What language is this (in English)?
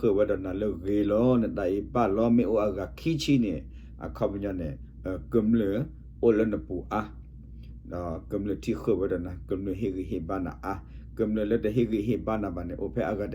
S'gaw Karen